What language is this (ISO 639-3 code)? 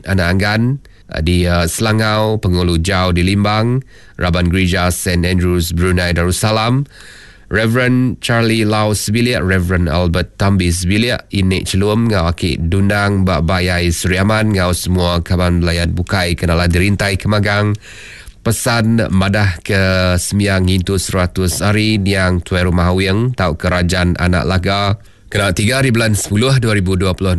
iba